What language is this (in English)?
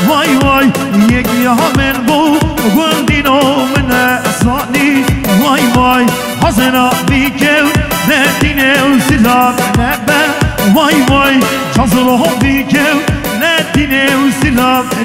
Kurdish